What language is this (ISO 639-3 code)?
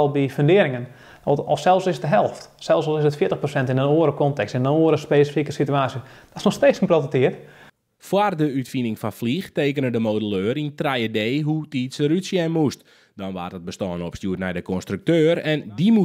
fry